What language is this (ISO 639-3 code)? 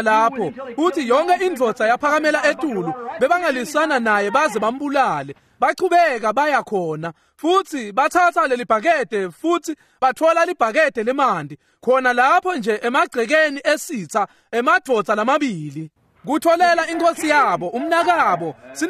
ssw